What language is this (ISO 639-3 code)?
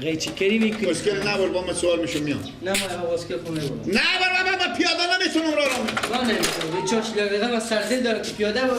fas